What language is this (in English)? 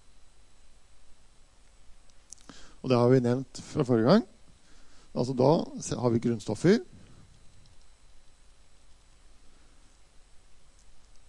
Norwegian